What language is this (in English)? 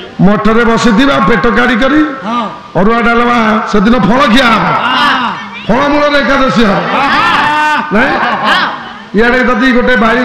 Odia